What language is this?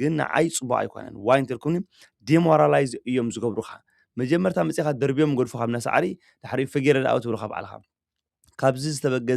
Tigrinya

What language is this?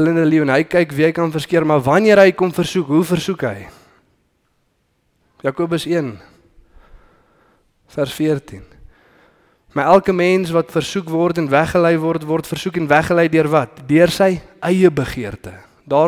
Afrikaans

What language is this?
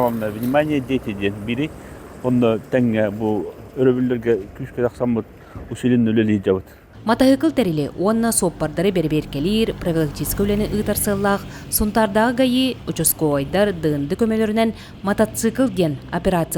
Yakut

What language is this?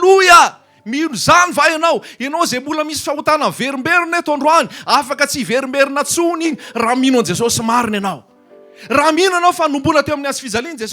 Malagasy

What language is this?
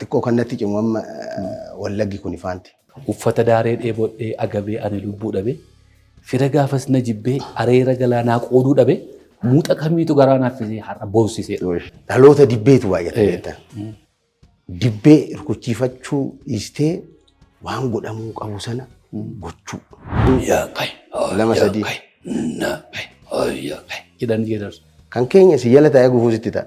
Oromo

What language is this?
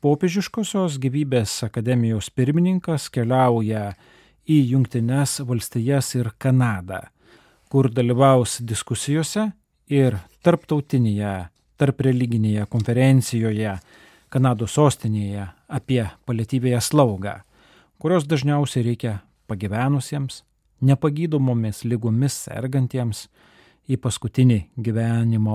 Lithuanian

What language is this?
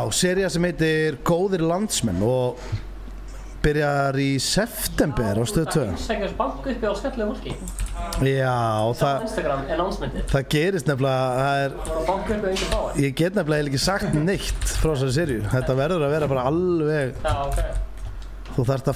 Icelandic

